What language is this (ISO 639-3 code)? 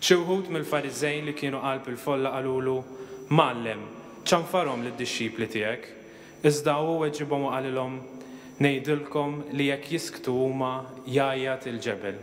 mlt